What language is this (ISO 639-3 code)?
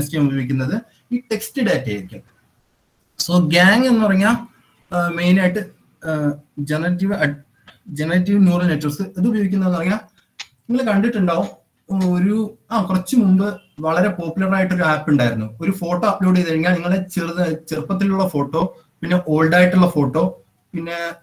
mal